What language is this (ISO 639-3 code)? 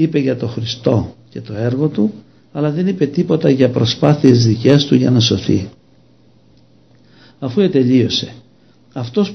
ell